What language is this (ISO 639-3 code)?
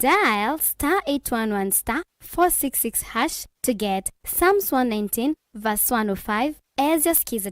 kam